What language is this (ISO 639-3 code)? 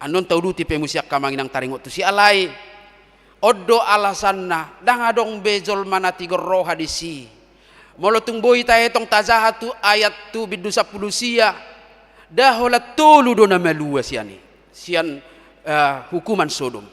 bbc